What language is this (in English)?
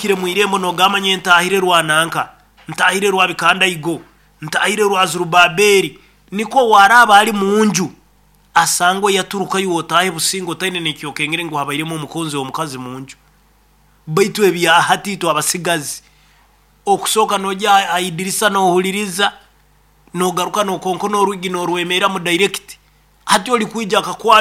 Nyoro